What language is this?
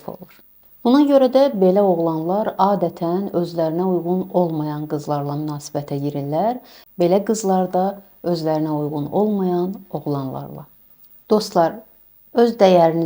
Azerbaijani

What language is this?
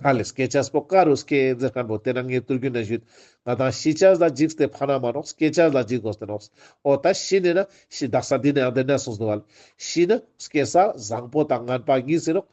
Ladakhi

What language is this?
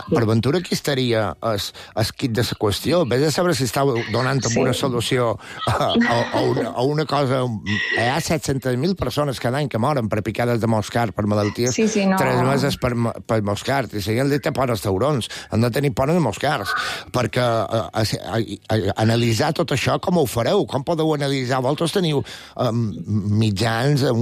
Catalan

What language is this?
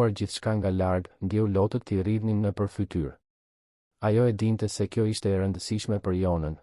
Albanian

